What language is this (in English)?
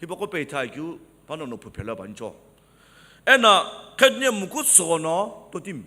Sumi Naga